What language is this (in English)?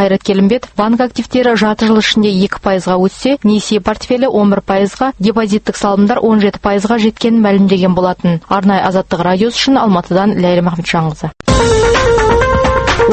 Kazakh